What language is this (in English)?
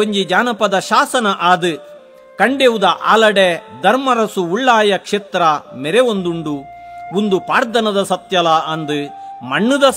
Tulu